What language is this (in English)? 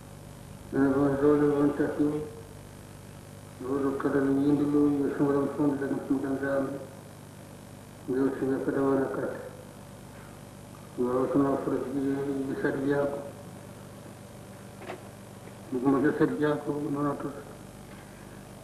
Swahili